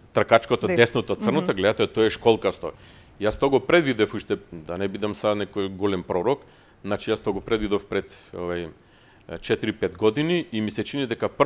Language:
Macedonian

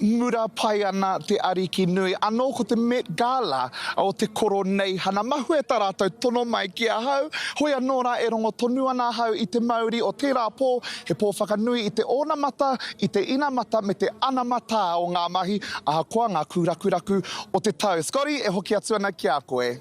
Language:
Māori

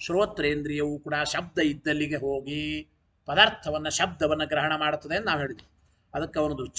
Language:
Kannada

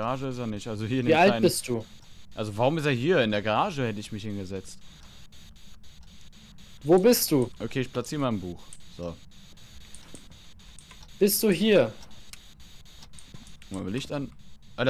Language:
German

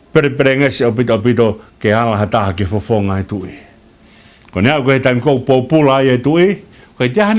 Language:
Tongan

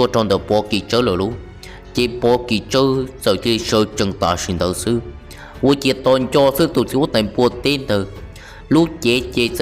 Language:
Hmong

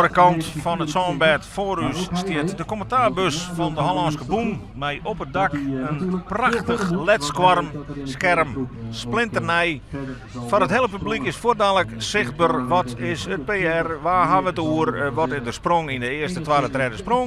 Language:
Western Frisian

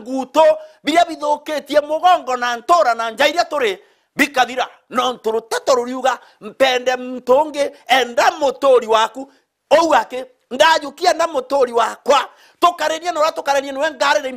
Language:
Meru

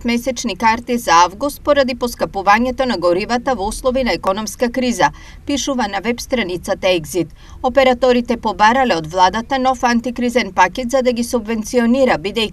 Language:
Macedonian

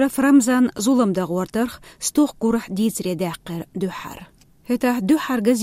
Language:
Chechen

